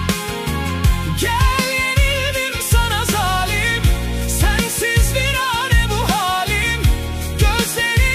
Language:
Turkish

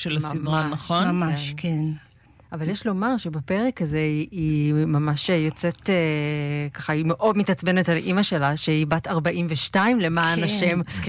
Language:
Hebrew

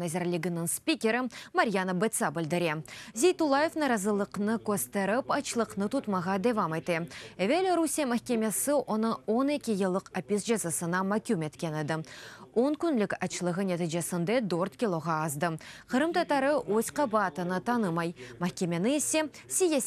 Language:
Crimean Tatar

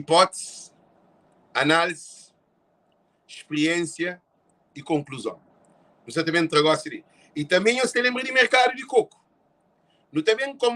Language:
Kabuverdianu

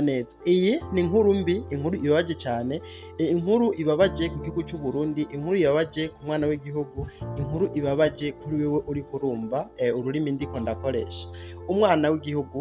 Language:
Rundi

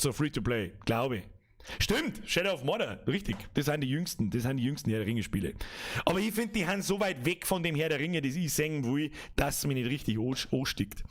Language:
Bavarian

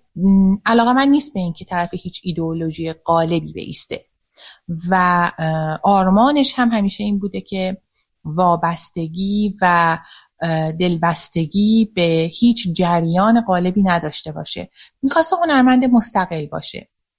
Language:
Persian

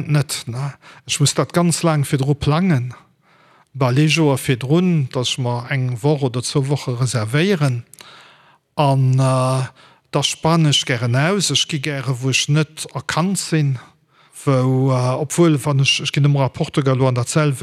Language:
Luxembourgish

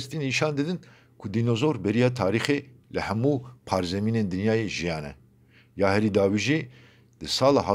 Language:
Kurdish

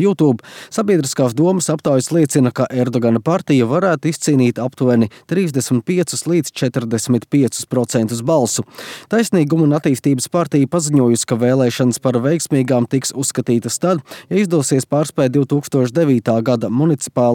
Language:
Latvian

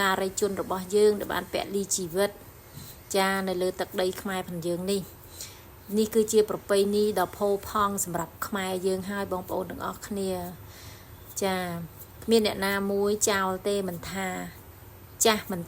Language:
Khmer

